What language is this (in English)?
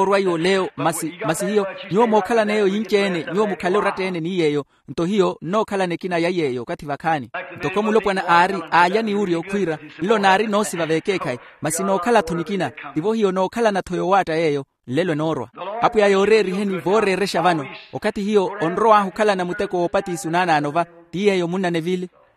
Makhuwa